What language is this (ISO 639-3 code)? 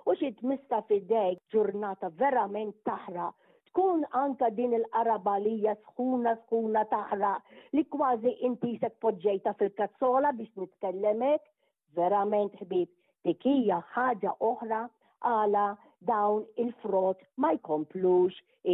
mlt